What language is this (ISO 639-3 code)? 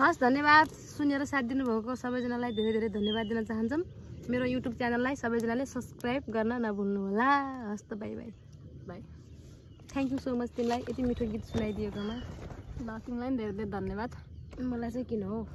nep